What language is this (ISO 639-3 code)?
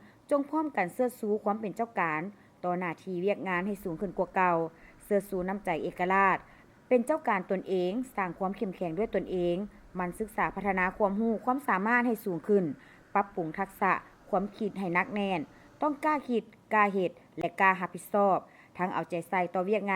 lao